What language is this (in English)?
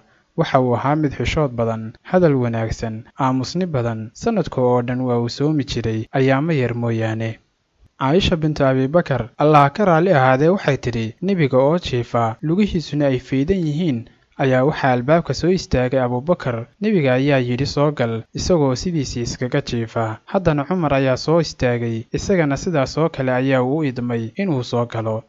Somali